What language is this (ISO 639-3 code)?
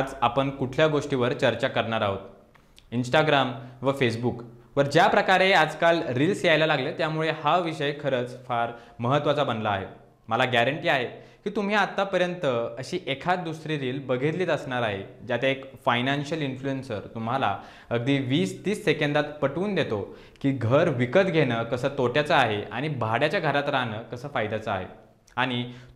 mar